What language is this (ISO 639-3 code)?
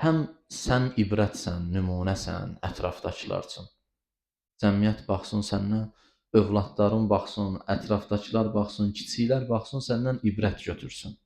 aze